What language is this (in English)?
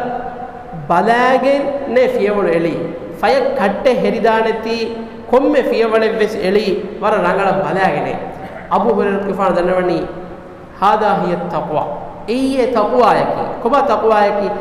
Divehi